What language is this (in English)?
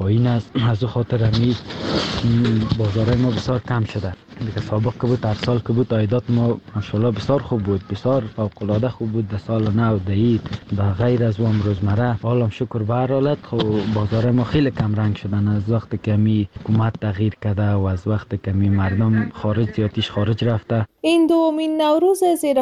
Persian